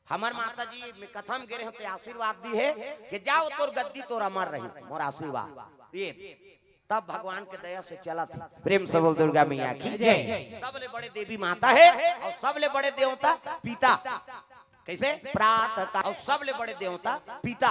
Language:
Chhattisgarhi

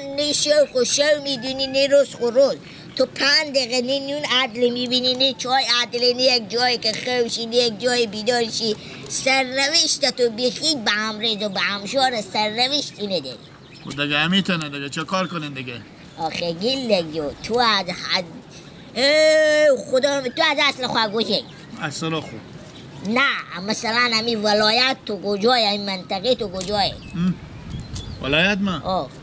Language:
Persian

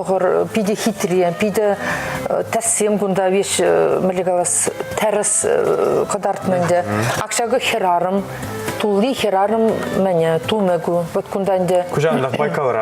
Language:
Chuvash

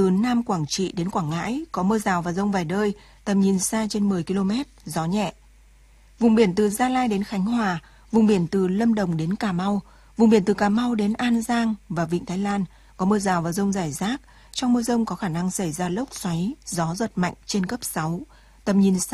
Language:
Vietnamese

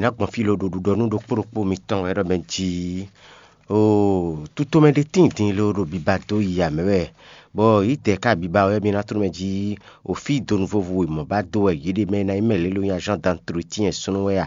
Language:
Fon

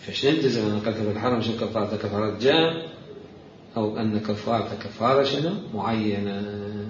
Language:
Mesopotamian Arabic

